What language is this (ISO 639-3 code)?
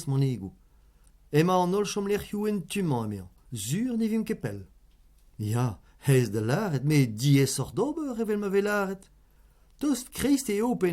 bre